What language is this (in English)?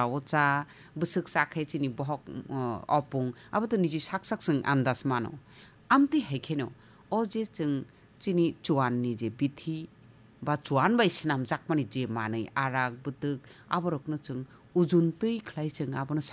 Kok Borok